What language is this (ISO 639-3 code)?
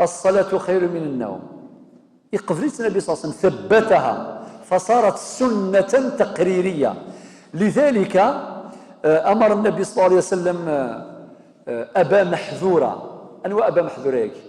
kab